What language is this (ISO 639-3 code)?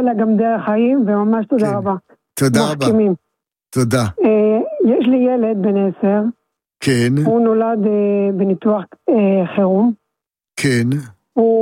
heb